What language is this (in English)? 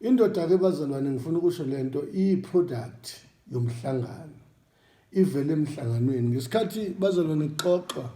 Zulu